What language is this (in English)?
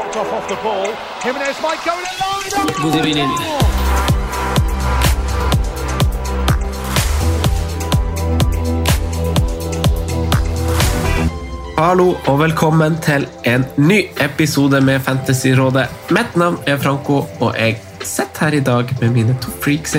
Norwegian